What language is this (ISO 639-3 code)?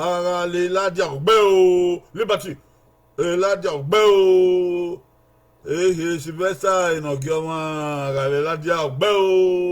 bin